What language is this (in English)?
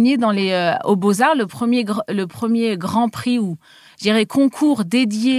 French